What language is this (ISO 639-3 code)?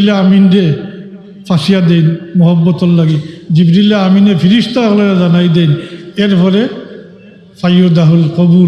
syl